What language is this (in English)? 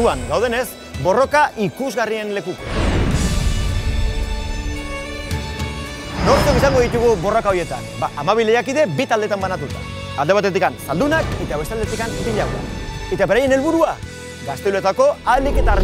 Basque